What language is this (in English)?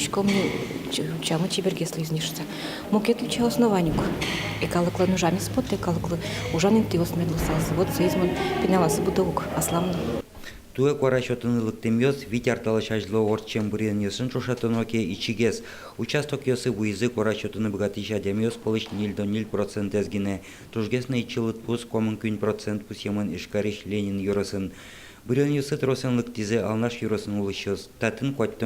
Udmurt